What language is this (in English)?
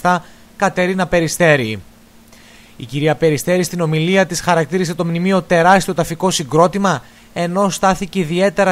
Greek